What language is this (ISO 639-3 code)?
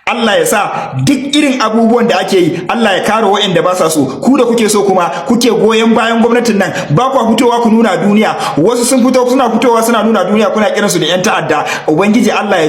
hau